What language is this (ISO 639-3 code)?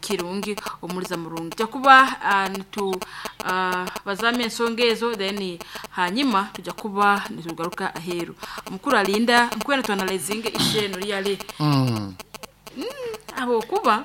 nyo